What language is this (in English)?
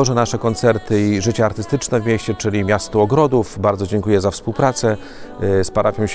Polish